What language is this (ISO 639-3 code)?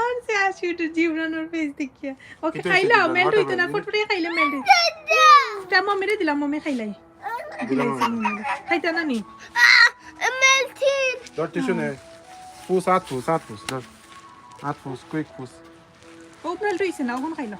syl